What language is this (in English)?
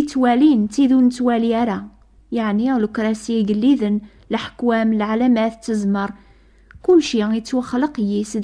Kabyle